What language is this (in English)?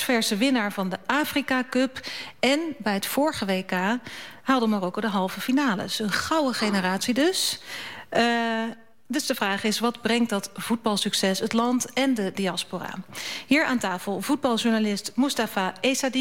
Dutch